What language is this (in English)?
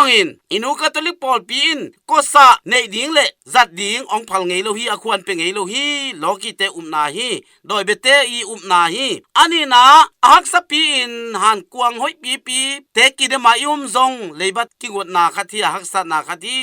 Tedim Chin